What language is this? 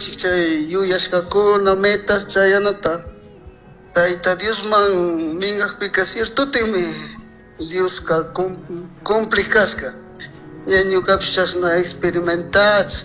Chimborazo Highland Quichua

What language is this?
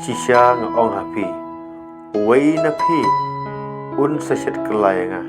Khasi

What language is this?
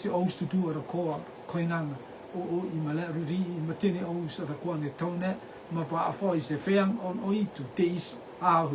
Rotuman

